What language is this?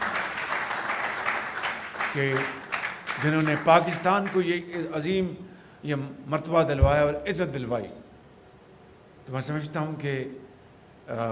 Urdu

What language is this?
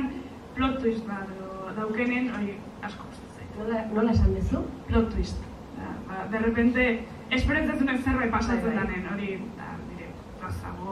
Basque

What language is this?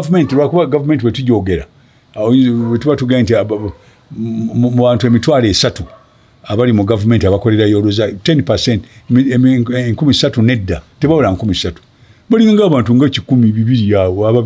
Ganda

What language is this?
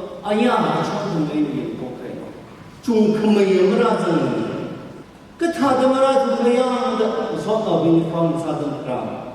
Tangkhul Naga (India)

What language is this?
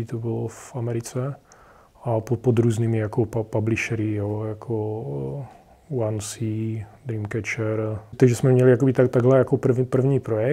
Czech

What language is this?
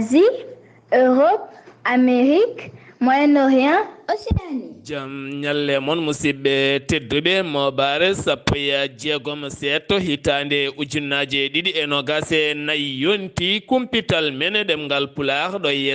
Fula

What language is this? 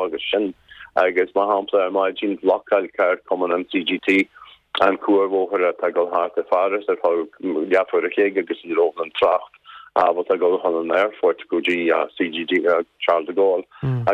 Irish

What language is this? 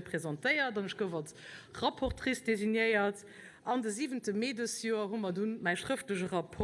Luxembourgish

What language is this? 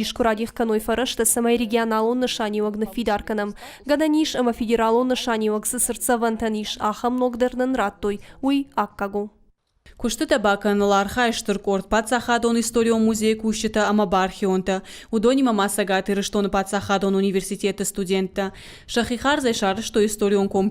Ossetic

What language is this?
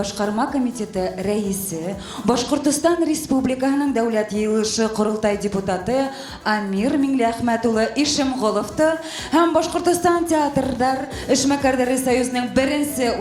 Bashkir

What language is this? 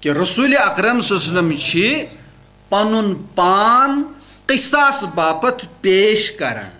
Kashmiri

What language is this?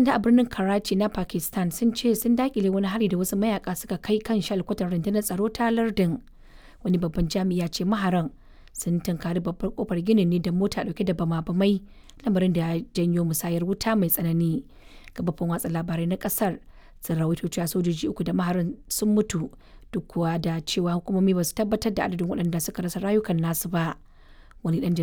Hausa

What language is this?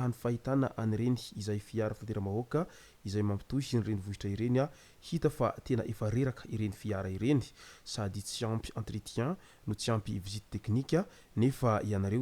Malagasy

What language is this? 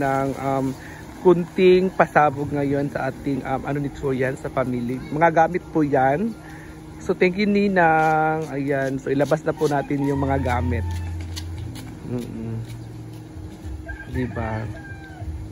Filipino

